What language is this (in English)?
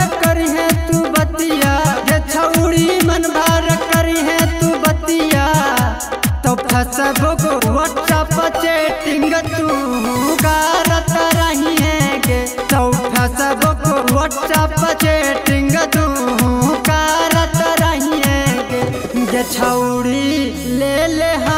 Magahi